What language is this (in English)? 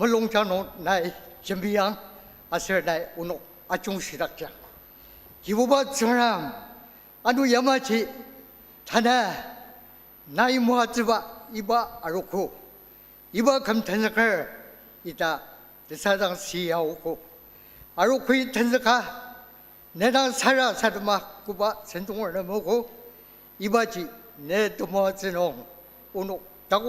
Ao Naga